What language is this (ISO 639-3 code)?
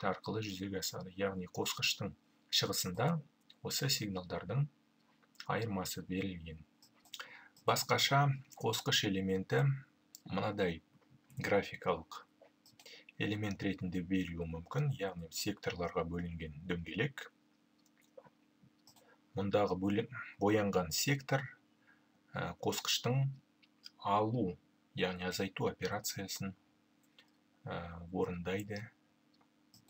kaz